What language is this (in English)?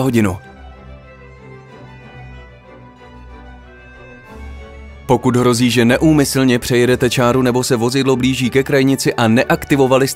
Czech